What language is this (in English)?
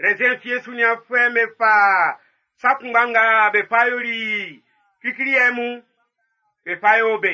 Baoulé